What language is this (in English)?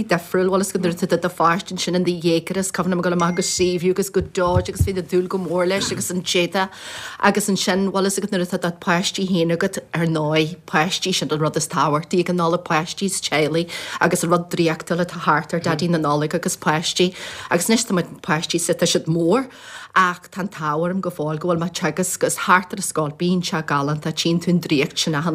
Irish